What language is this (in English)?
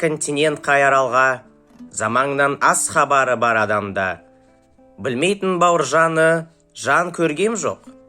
Kazakh